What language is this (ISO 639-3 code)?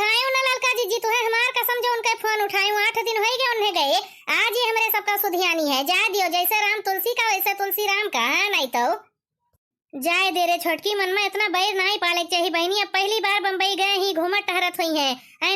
awa